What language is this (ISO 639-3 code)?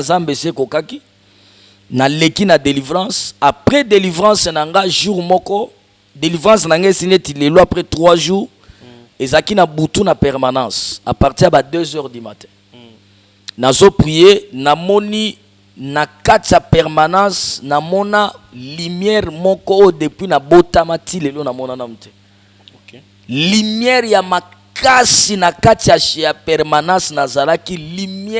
lin